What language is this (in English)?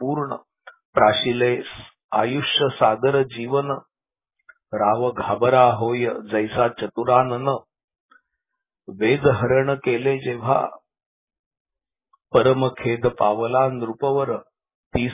Marathi